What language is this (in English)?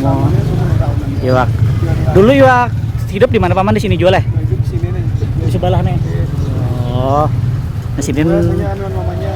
Banjar